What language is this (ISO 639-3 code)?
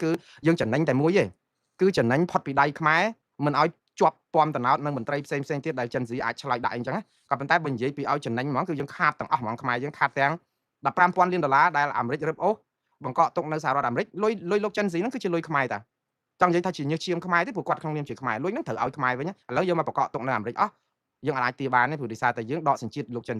khm